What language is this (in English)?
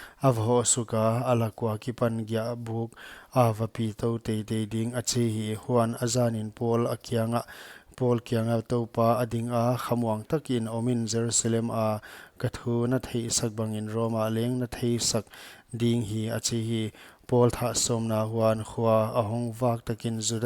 Paite Chin